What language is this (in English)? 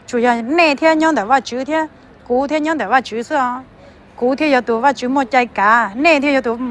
Hmong